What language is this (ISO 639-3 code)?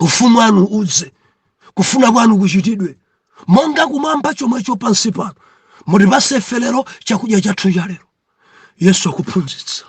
nya